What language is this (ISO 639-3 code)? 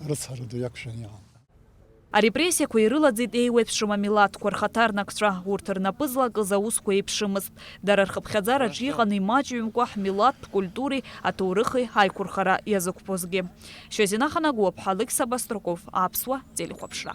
abk